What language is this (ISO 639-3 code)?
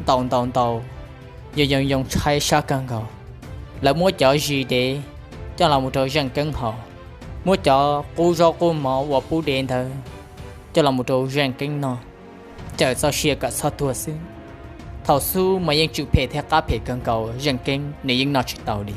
hmn